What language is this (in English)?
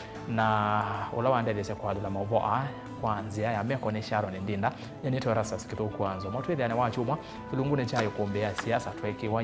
Kamba